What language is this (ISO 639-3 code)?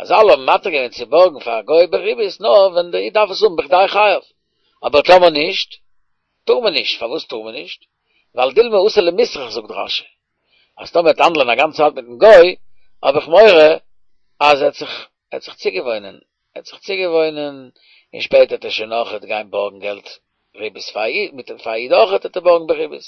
yid